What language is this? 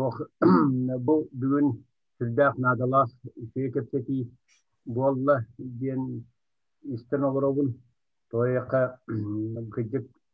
Yakut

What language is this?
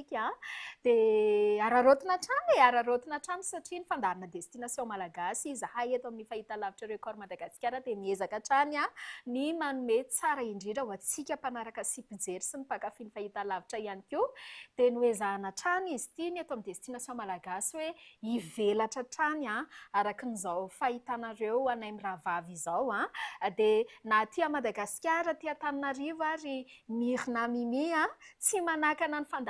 Malagasy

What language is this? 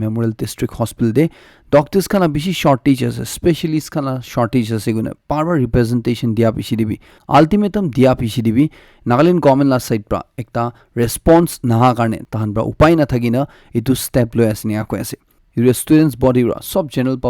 Naga Pidgin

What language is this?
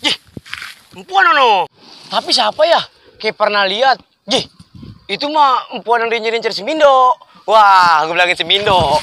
Betawi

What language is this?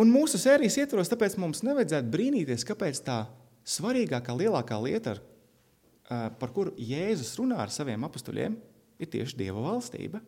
Latvian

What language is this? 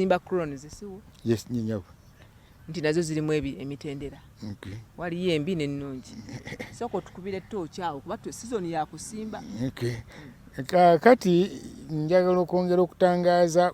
Ganda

